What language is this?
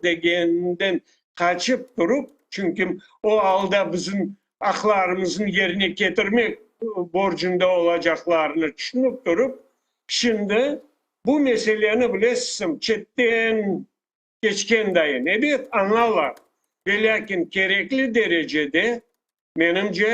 Crimean Tatar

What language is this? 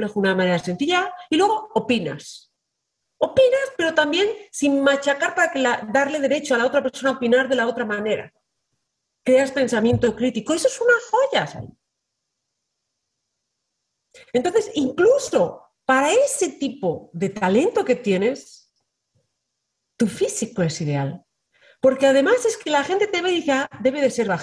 Spanish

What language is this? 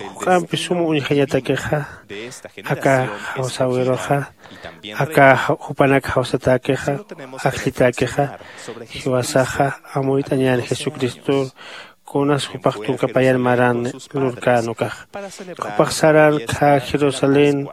Aymara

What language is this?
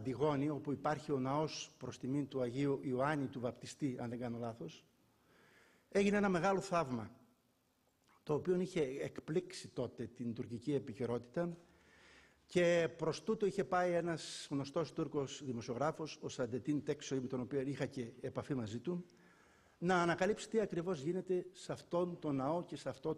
Greek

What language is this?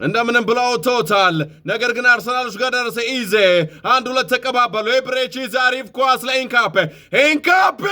Amharic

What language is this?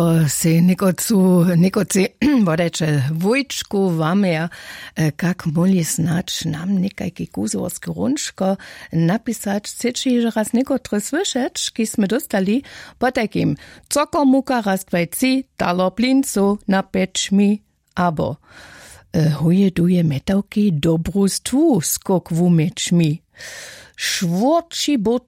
Upper Sorbian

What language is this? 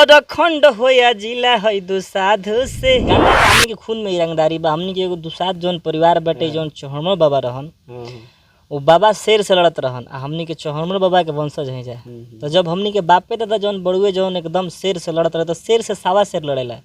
Bhojpuri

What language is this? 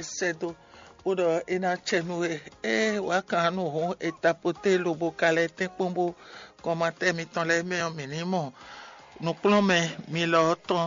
Fon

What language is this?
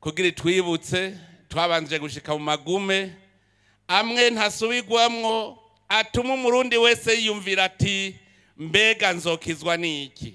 Rundi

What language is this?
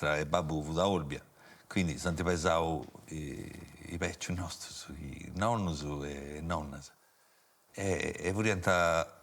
Sardinian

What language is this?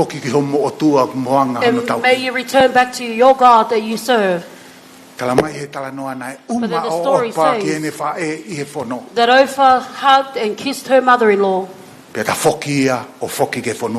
Tongan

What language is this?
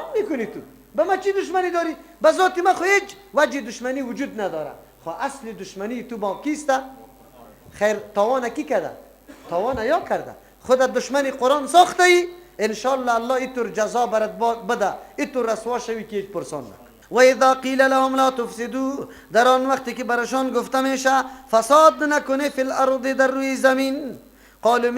Persian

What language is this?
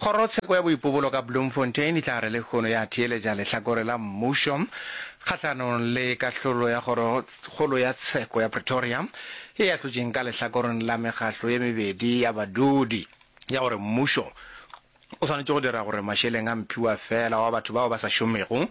Northern Sotho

